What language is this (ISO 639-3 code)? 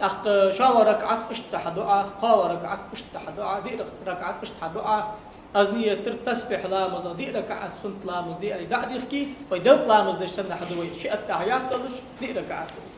inh